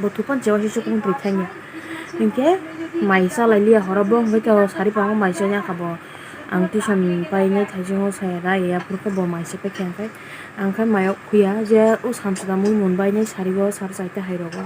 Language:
Kok Borok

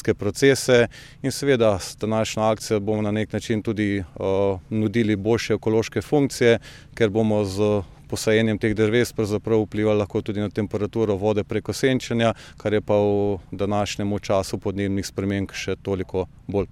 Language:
Slovenian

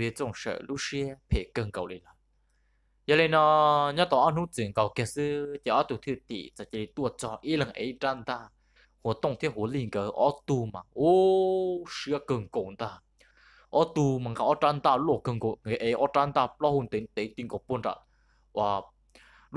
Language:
Vietnamese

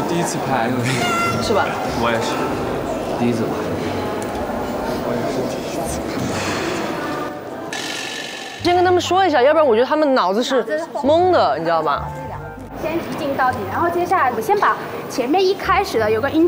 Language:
Chinese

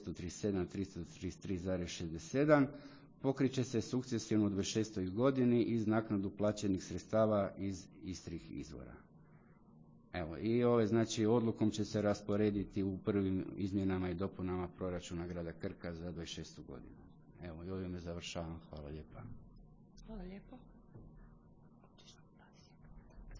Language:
Croatian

